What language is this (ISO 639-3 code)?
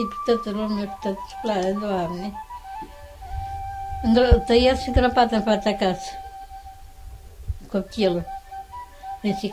ron